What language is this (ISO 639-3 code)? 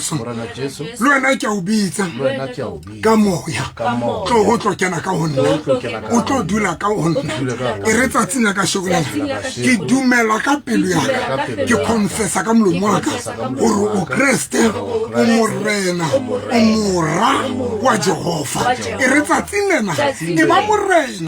sot